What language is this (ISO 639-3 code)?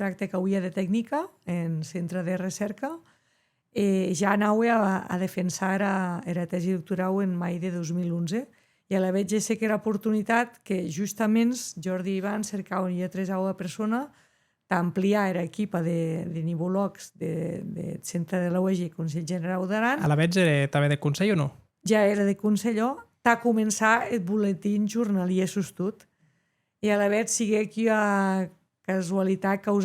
oci